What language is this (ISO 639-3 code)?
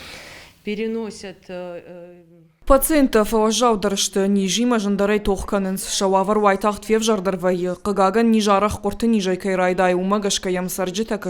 oss